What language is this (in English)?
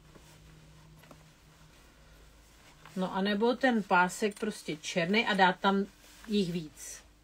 Czech